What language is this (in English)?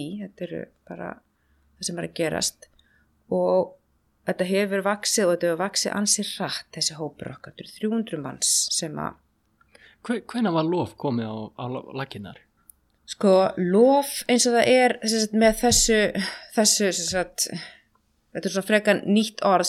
Icelandic